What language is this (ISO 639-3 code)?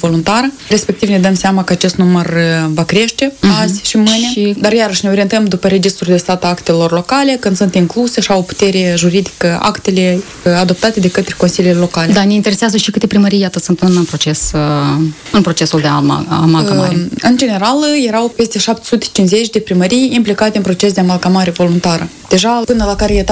ron